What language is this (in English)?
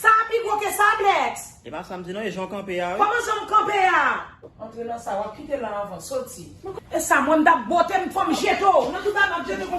Haitian Creole